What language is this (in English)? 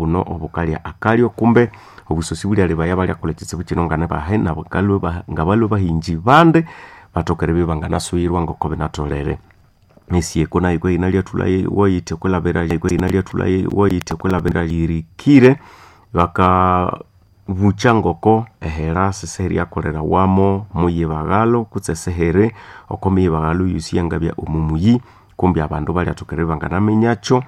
Nande